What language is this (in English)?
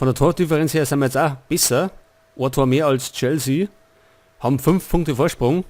Bavarian